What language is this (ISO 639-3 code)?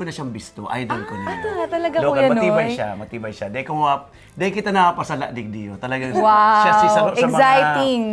bik